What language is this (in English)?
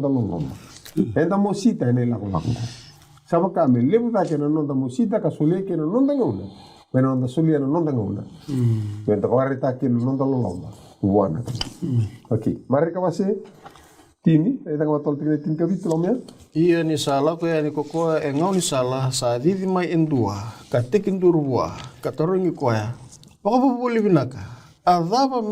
Fijian